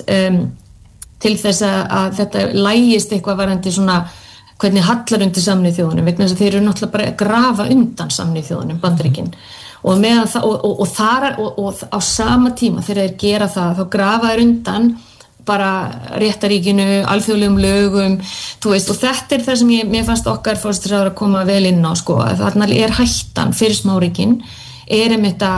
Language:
Icelandic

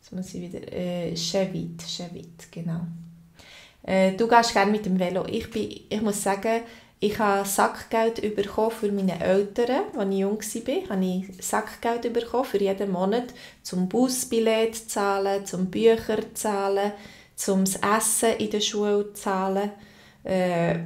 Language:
Swiss German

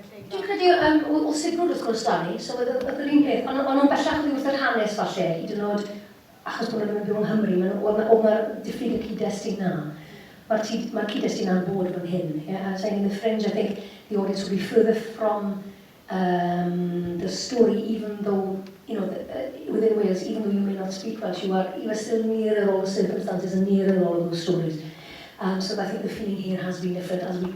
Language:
Welsh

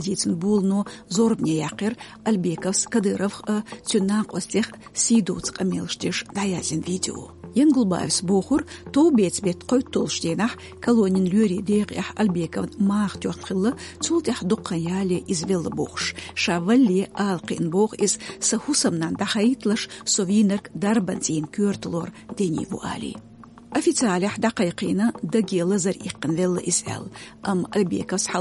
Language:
Chechen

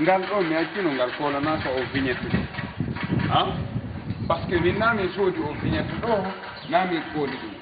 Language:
Fula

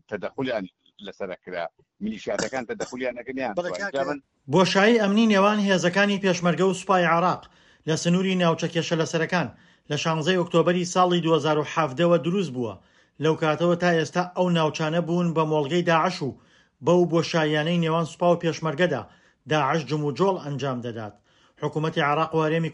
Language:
Central Kurdish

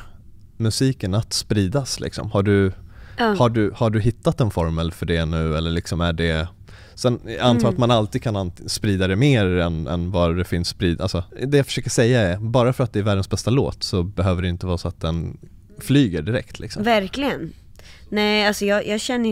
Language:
Swedish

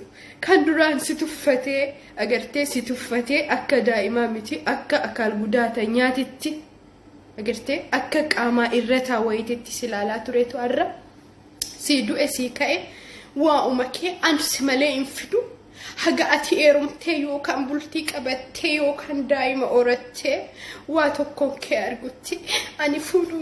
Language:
Oromo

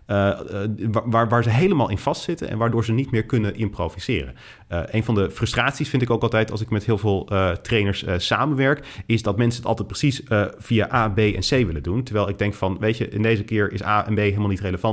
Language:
Dutch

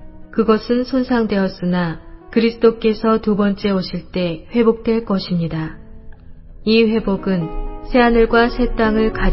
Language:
Korean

